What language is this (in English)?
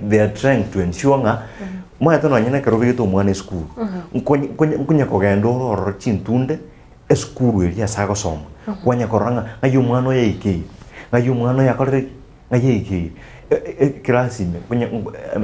Gusii